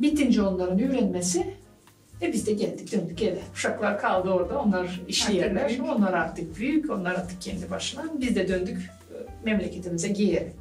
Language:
Gagauz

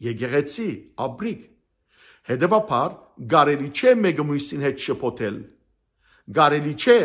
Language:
Western Armenian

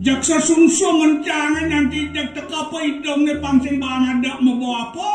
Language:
Balinese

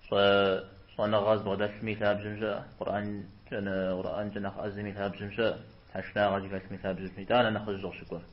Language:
Kabardian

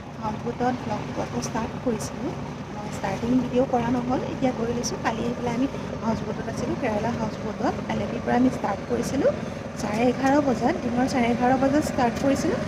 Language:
Assamese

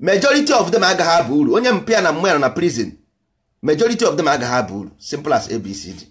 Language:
Igbo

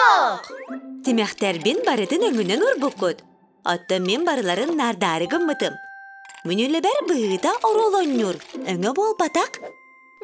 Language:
Yakut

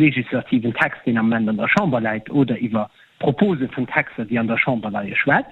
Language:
Luxembourgish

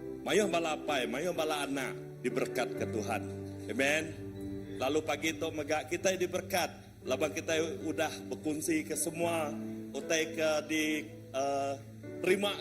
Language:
Iban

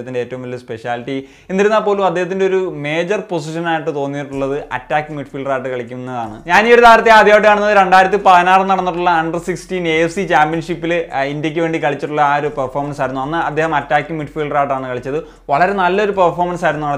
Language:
Malayalam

